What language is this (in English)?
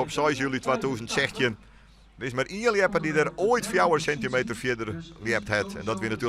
Western Frisian